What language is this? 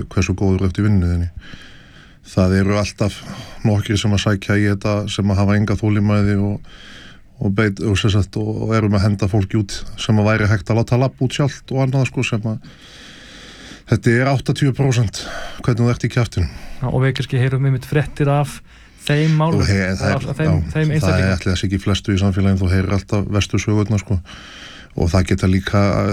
Icelandic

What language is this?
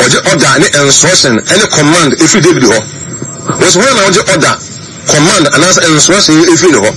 Akan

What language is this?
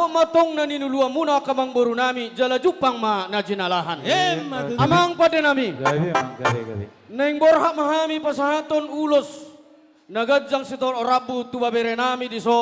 Batak Toba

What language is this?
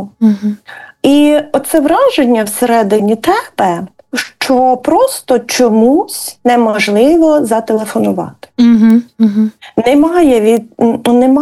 Ukrainian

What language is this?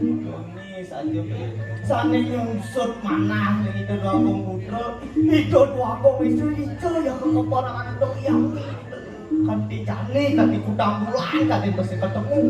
Balinese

